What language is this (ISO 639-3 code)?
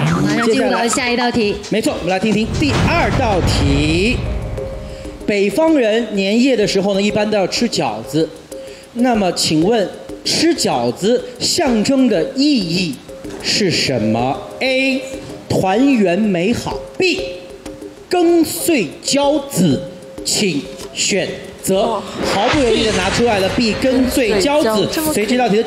zho